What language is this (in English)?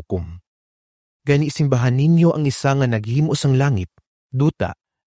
Hiligaynon